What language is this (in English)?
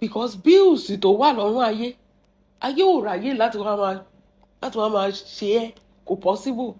Yoruba